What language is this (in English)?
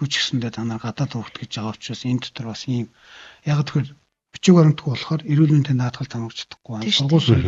Mongolian